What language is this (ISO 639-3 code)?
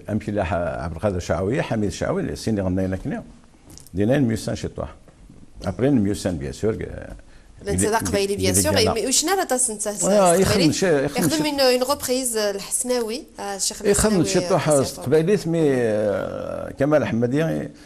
kab